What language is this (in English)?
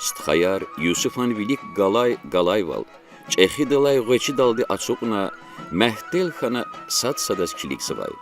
Lezghian